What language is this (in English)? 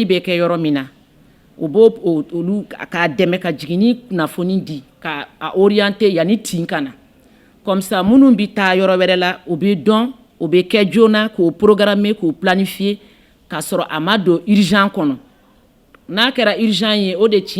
Bambara